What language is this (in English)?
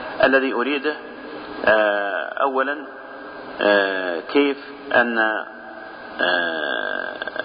Arabic